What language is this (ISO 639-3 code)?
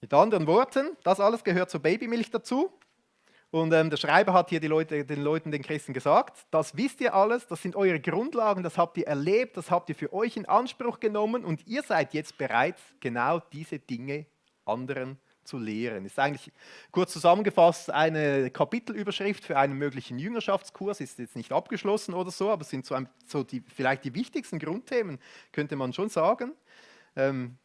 gsw